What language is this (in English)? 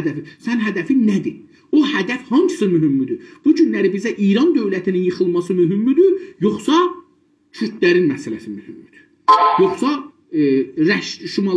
South Azerbaijani